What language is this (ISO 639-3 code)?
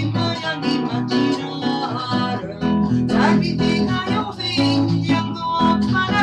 nap